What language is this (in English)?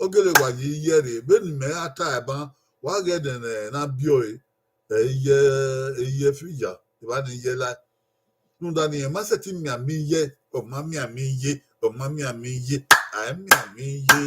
Bini